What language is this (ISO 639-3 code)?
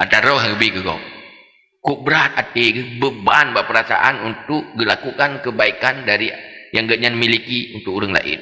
ace